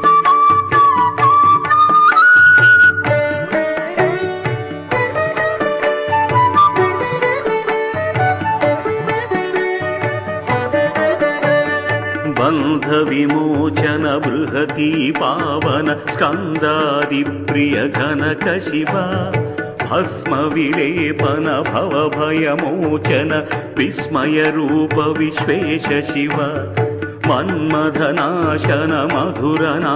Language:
Sanskrit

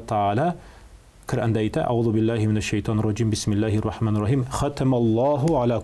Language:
Tatar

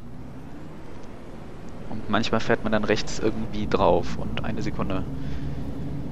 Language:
German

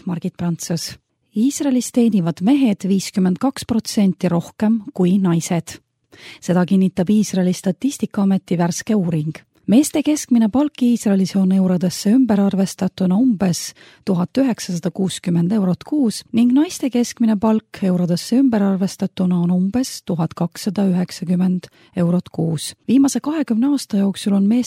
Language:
Estonian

